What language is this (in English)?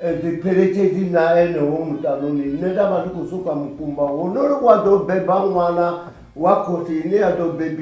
Venda